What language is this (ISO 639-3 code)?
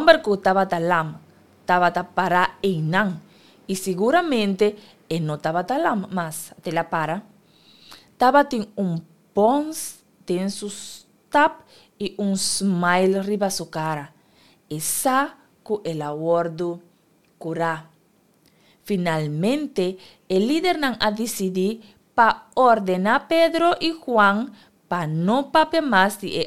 pap